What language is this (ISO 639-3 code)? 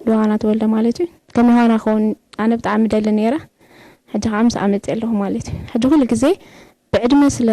tir